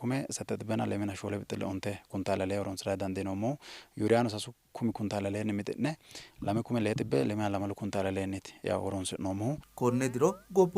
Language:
Sidamo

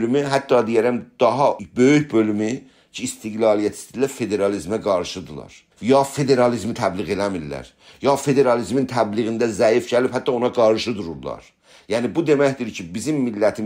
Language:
South Azerbaijani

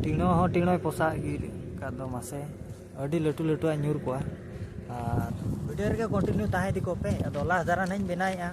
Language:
Santali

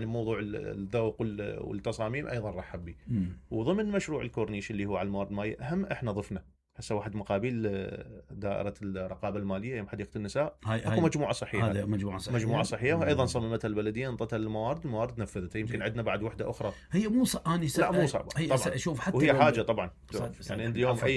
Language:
Mesopotamian Arabic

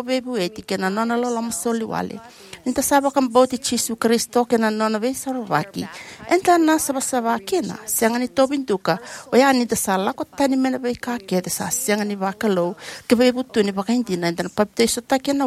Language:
Fijian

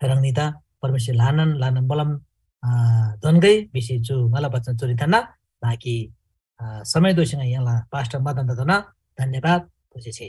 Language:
Eastern Tamang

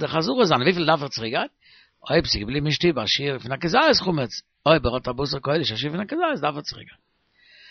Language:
Yiddish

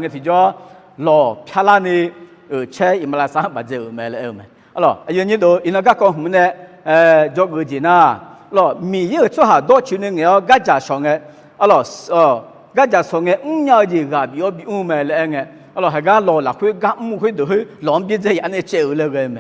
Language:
Akha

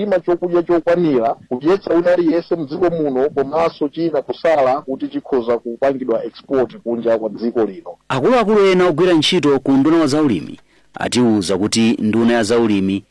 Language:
Nyanja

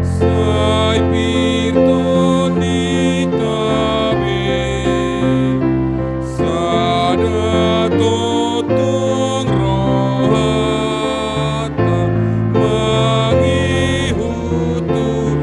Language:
Batak Toba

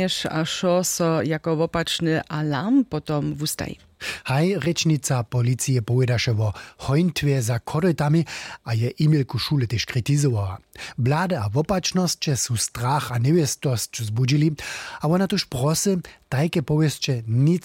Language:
Upper Sorbian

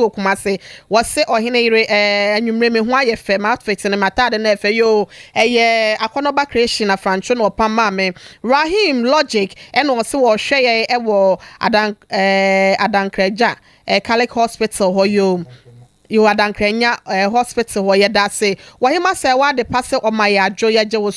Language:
Akan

